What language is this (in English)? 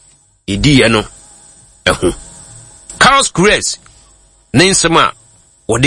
Akan